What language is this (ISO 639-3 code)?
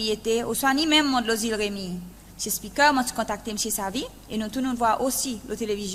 crs